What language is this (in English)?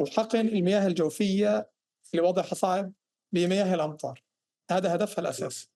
North Levantine Arabic